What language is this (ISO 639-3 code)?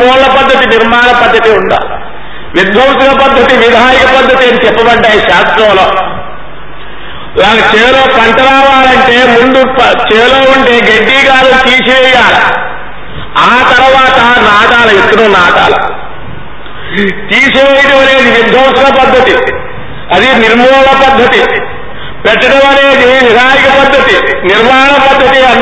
tel